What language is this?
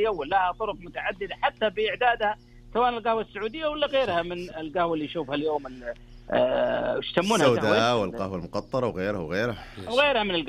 Najdi Arabic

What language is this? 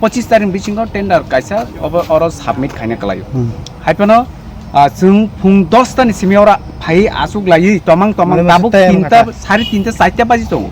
Kok Borok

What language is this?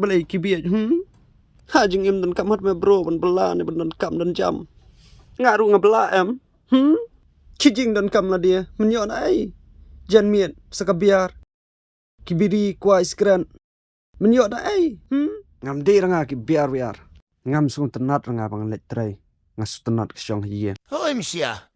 Khasi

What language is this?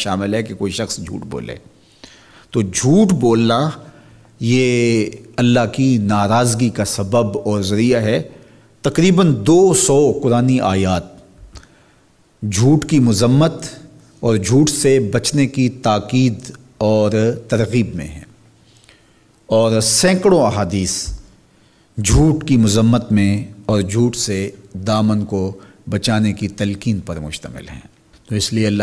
Urdu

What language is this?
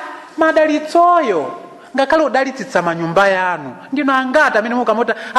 Nyanja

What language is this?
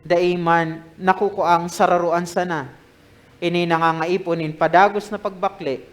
Bikol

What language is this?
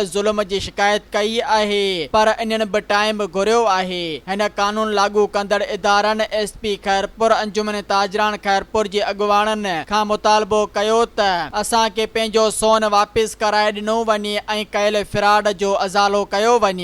Sindhi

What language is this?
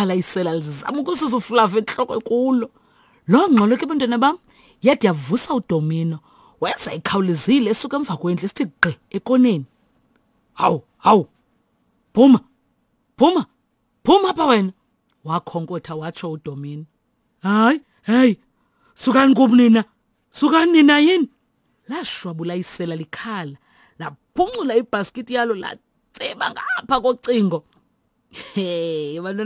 Xhosa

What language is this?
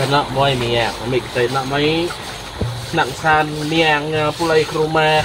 Iban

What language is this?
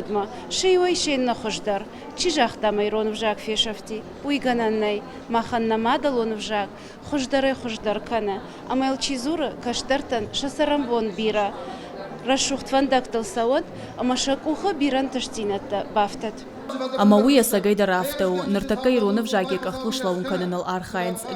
Ossetic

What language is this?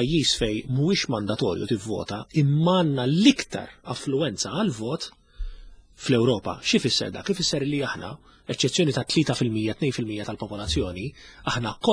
Maltese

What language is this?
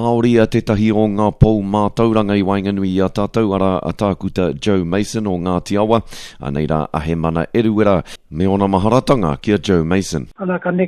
Māori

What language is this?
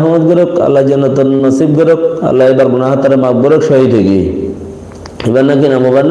Rohingya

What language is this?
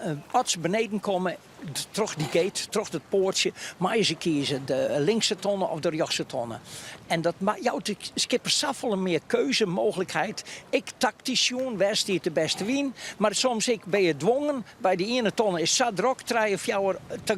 Western Frisian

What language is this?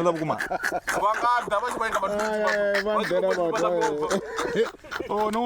Venda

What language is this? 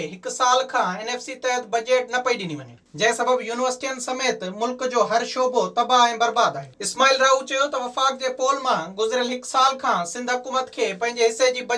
Sindhi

